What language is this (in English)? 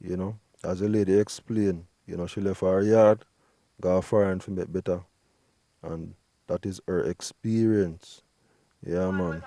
Jamaican Creole English